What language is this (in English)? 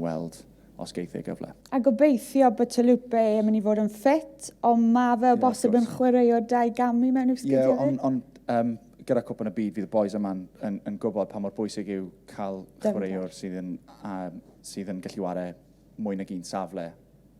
Welsh